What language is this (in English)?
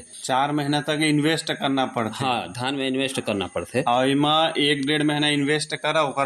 Chhattisgarhi